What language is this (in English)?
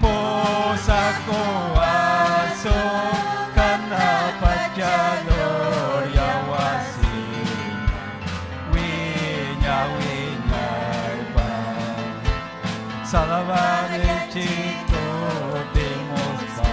Ayacucho Quechua